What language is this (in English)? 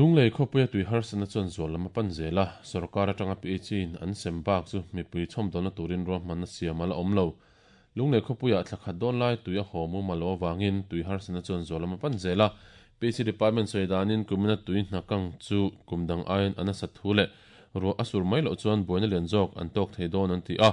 Mizo